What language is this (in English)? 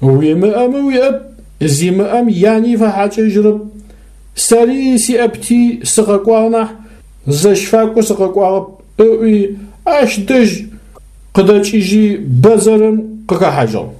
Adyghe